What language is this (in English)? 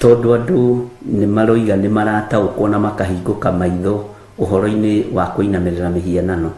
Kikuyu